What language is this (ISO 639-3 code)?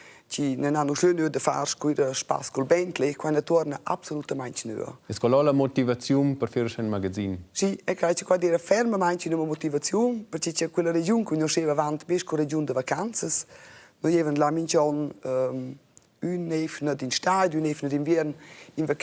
roh